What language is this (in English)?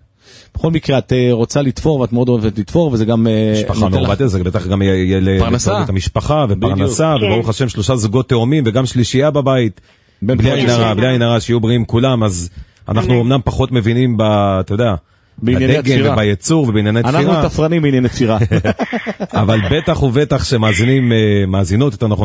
Hebrew